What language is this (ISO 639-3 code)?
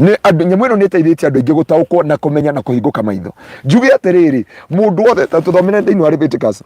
kik